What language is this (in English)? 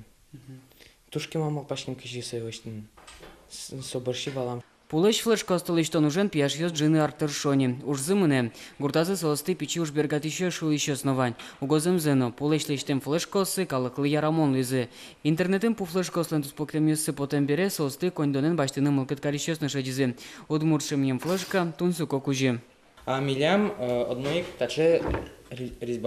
Udmurt